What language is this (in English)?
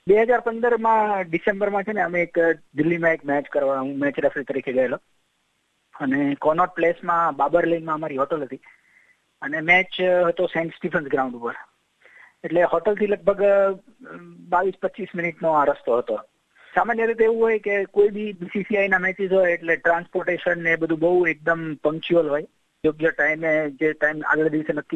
Gujarati